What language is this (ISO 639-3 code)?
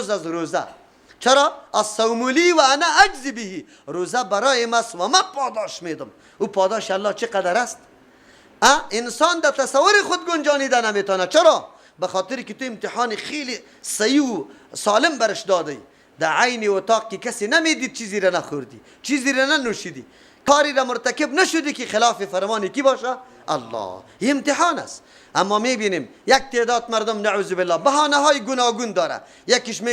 fas